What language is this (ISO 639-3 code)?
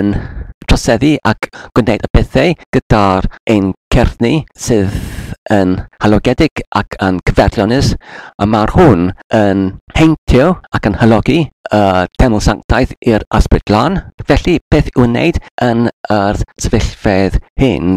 cym